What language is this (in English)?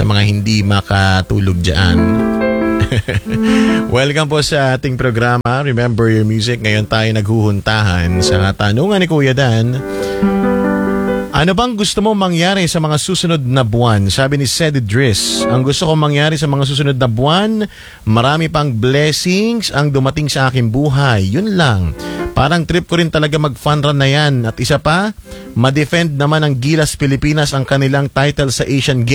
Filipino